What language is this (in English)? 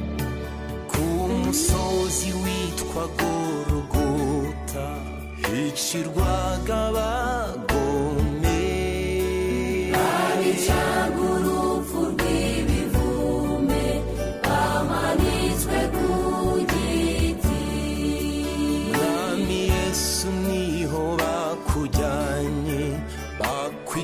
Kinyarwanda